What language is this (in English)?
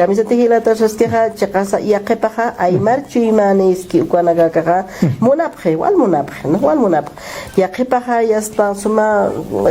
Aymara